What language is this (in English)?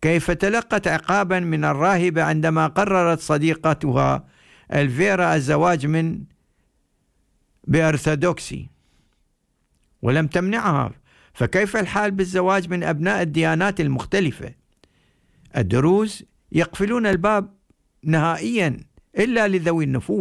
Arabic